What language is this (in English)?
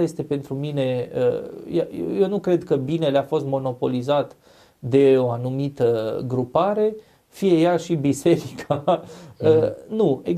Romanian